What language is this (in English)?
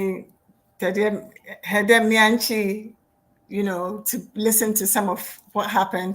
Ewe